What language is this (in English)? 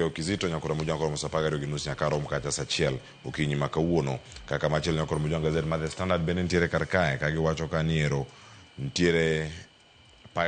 Luo (Kenya and Tanzania)